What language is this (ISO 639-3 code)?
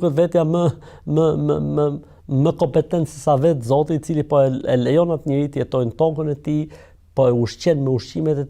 sqi